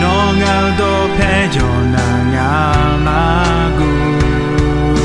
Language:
Akha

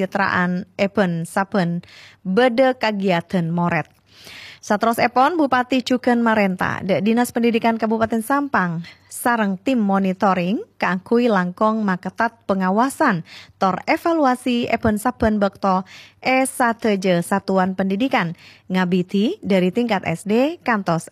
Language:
Madurese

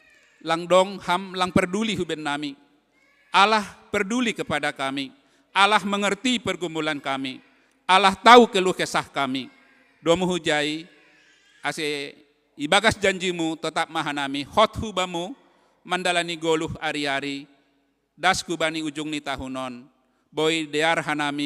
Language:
Batak Simalungun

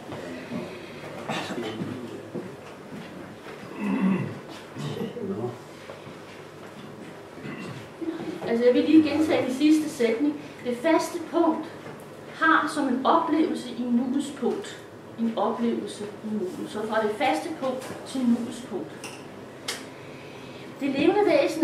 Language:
Danish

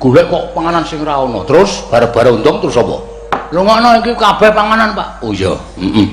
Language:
Javanese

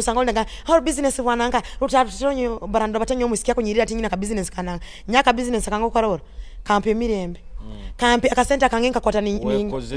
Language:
Nyoro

